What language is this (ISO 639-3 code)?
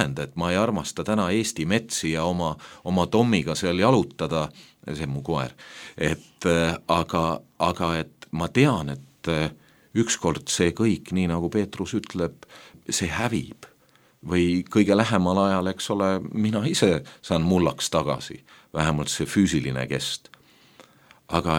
est